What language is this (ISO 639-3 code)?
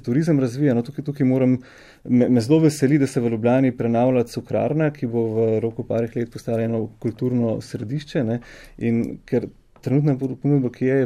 slv